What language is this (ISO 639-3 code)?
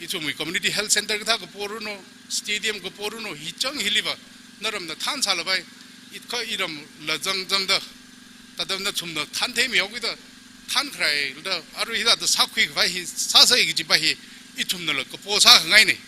nmf